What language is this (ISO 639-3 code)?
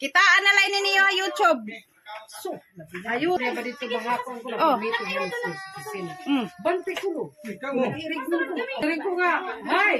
war